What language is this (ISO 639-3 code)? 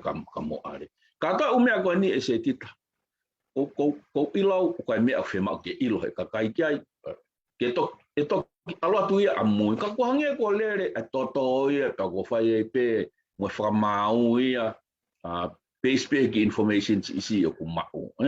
ton